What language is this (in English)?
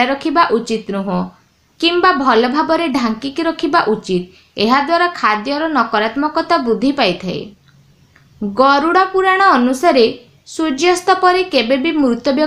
Odia